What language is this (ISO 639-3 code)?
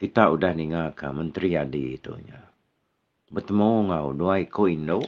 iba